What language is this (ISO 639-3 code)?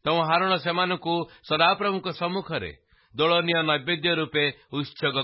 ori